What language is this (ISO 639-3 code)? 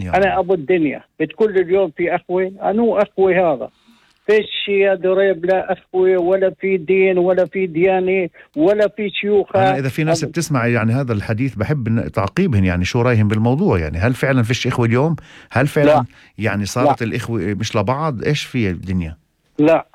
apc